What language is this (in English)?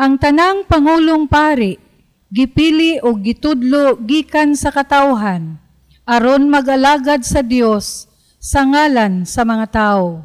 Cebuano